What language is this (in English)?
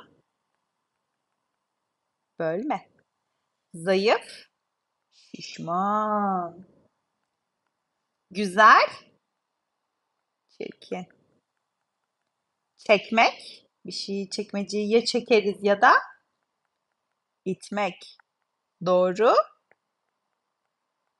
Turkish